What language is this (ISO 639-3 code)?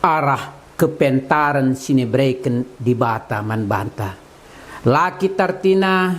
btx